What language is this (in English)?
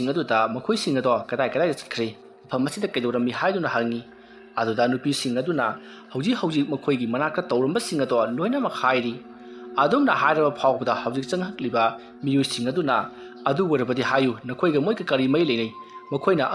Manipuri